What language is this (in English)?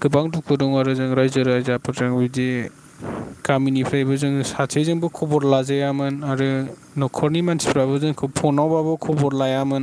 Bodo